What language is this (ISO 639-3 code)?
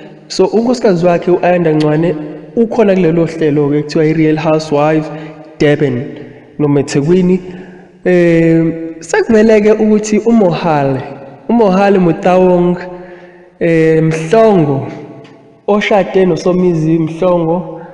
zul